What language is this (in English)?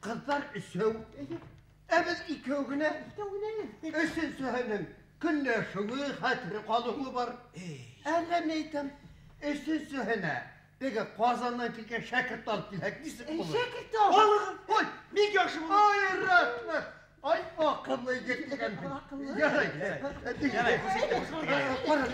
Bashkir